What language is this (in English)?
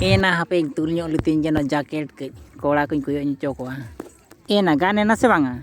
Santali